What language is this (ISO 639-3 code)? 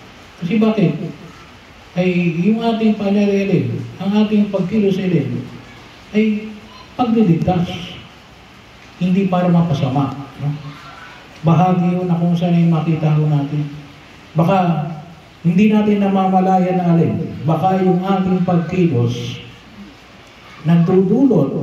fil